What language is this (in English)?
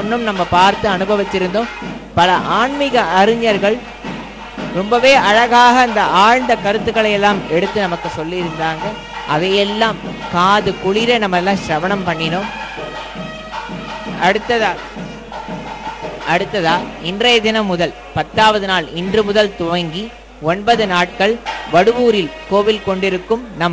Tamil